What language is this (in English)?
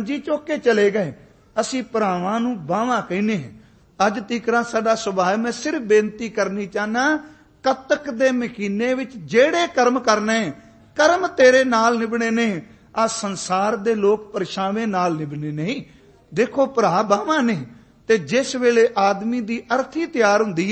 Punjabi